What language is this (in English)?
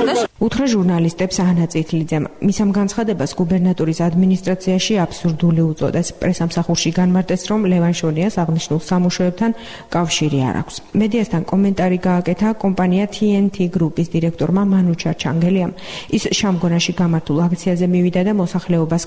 Georgian